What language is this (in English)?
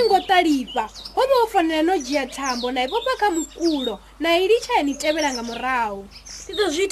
Venda